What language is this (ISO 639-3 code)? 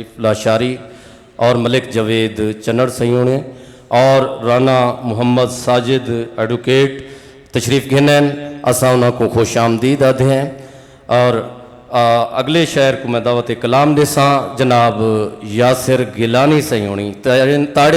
skr